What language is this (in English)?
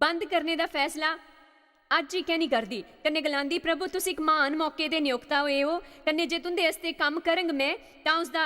Dogri